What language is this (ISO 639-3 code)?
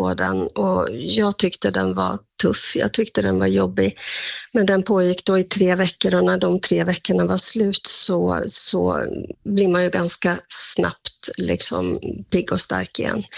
swe